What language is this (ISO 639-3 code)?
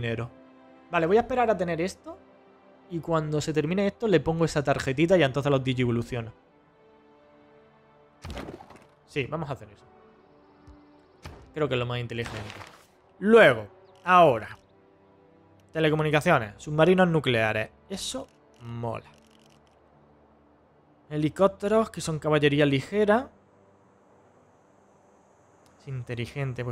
spa